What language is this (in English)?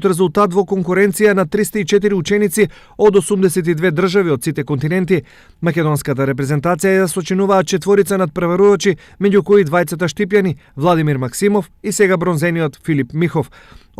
Macedonian